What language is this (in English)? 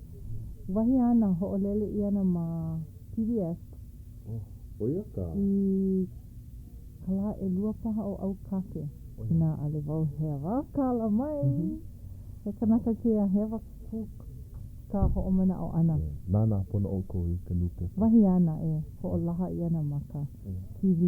Hawaiian